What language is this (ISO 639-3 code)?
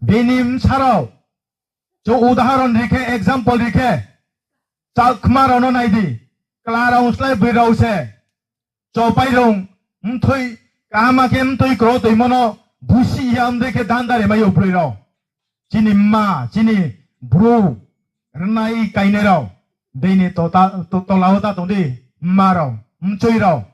ria